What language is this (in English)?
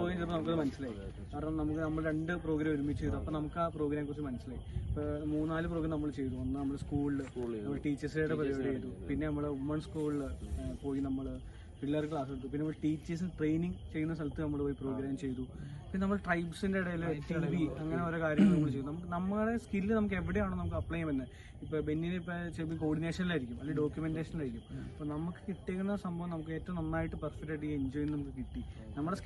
Malayalam